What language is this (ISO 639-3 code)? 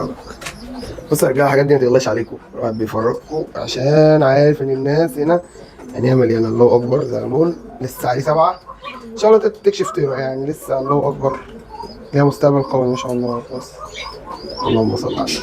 arz